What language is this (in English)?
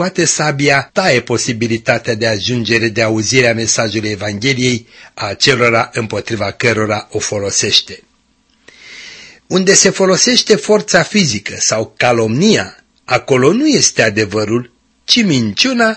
Romanian